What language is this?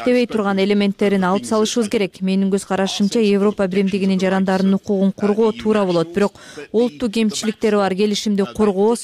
Kyrgyz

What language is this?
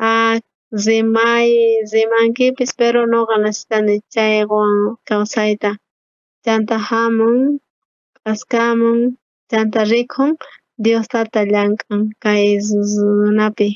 South Bolivian Quechua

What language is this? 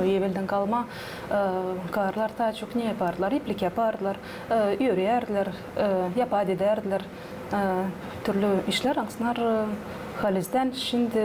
Gagauz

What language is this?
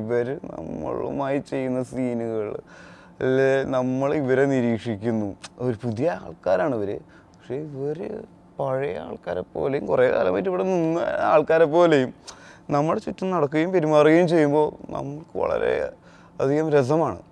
Malayalam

